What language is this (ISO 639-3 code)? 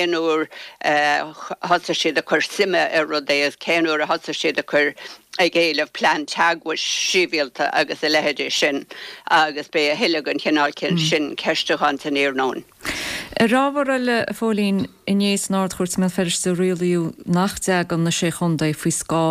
gle